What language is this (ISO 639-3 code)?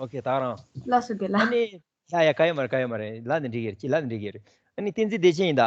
bod